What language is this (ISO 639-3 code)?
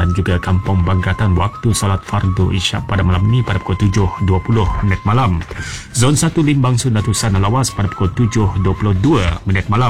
msa